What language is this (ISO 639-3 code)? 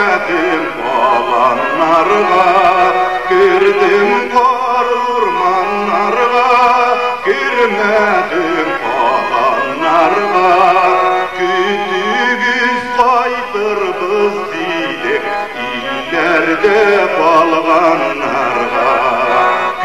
bak